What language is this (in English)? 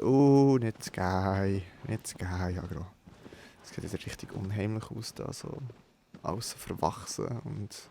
Swiss German